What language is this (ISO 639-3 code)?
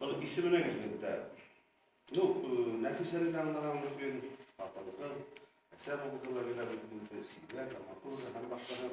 bak